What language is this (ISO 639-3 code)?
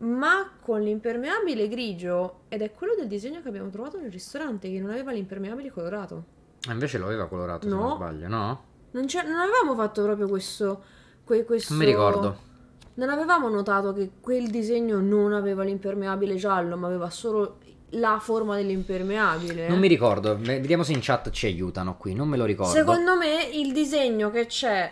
ita